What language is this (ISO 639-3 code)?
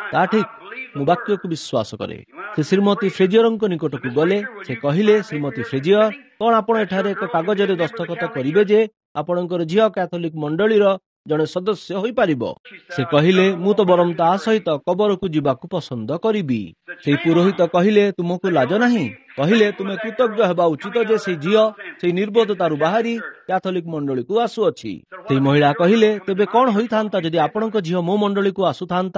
ori